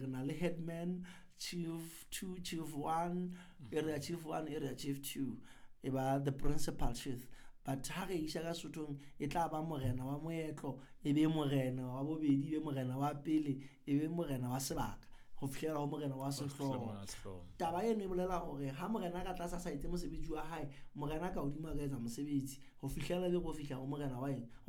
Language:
Southern Sotho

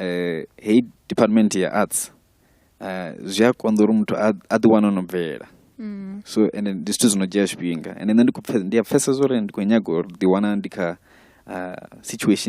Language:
Venda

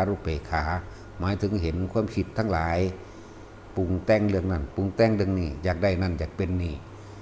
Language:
Lao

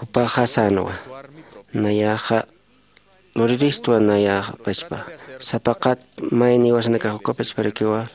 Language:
Aymara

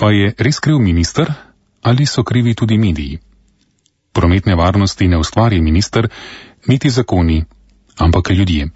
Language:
Slovenian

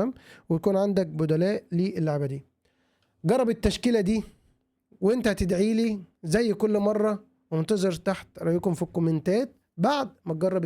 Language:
Egyptian Arabic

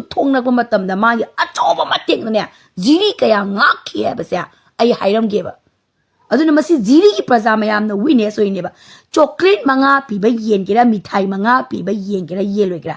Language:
Manipuri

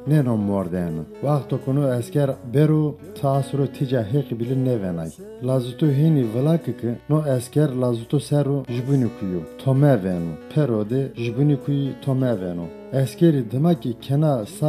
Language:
Zaza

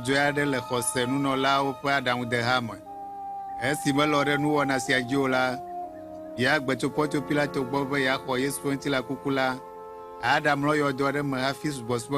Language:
Ewe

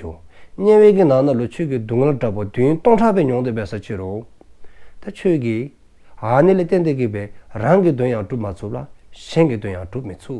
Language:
Dzongkha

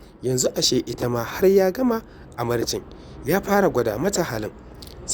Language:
Hausa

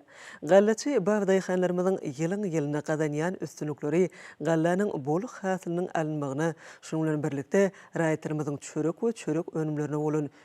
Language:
Turkmen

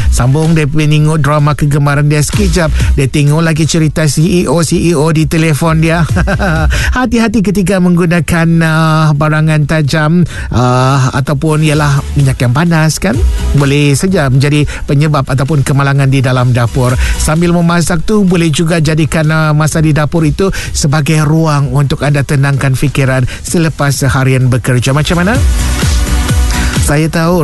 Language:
Malay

